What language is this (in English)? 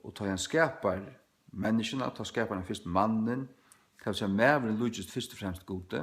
Faroese